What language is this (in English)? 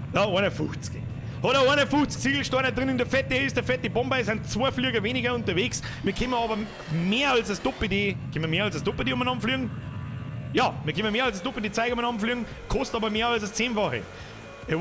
Bavarian